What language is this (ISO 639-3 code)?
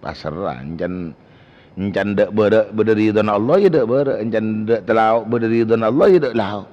mad